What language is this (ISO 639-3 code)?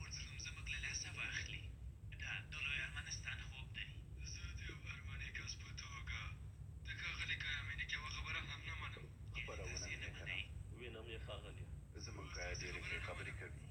pus